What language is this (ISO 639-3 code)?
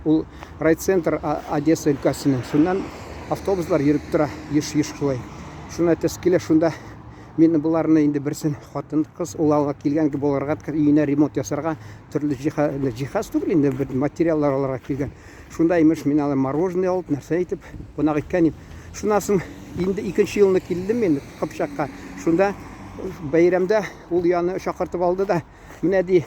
tat